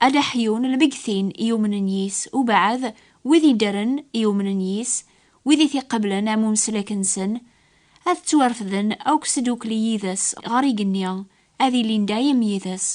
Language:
Kabyle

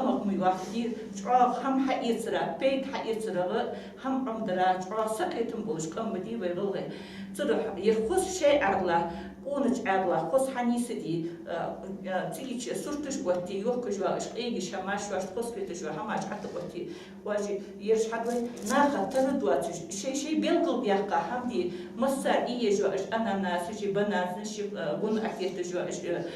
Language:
Ingush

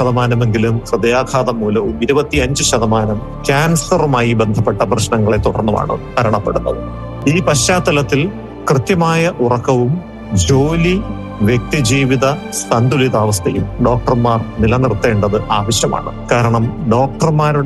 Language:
Malayalam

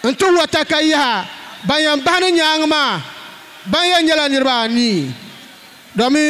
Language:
Dagbani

